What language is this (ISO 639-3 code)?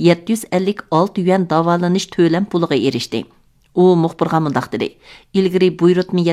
uig